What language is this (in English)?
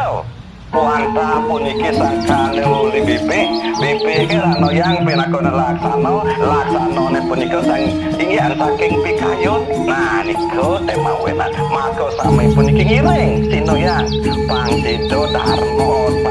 Balinese